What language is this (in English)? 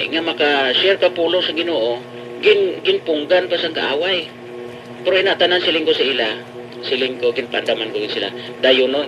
Hiligaynon